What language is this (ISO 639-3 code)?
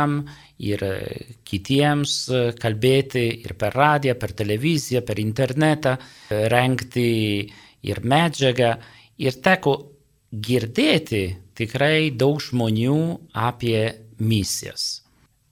lit